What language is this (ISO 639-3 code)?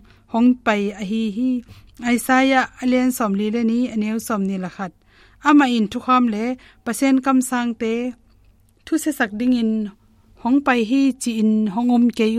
ctd